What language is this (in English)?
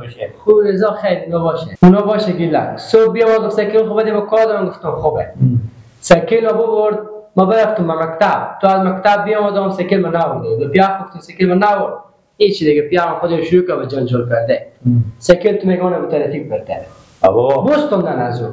Persian